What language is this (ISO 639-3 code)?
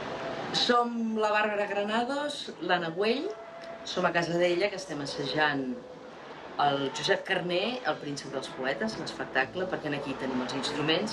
cat